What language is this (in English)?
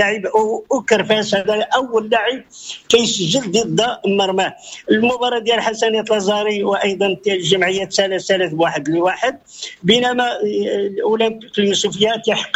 Moroccan Arabic